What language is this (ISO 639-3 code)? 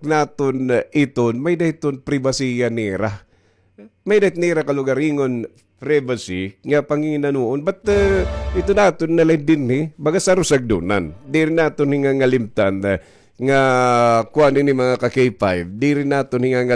war